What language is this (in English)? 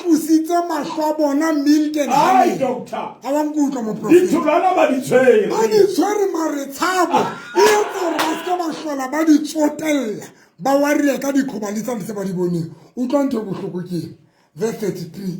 Southern Sotho